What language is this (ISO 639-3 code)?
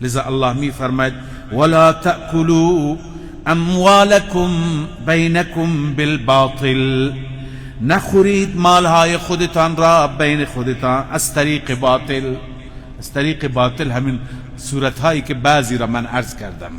fas